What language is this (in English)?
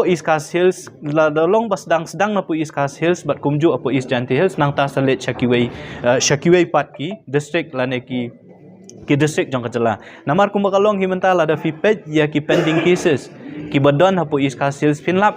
Khasi